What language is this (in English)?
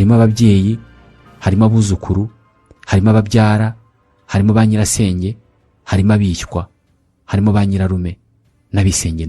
Kinyarwanda